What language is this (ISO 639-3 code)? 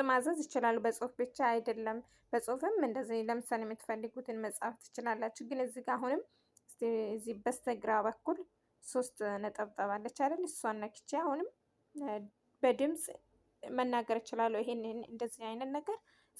amh